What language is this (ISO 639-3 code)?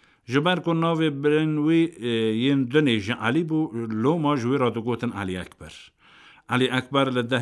kur